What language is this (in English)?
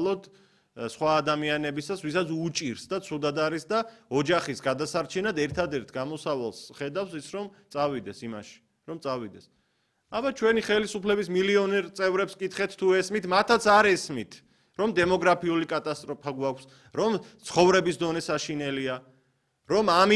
Georgian